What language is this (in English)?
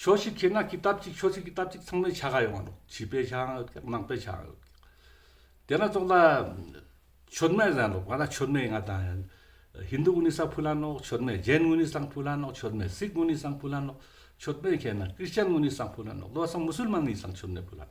Ladakhi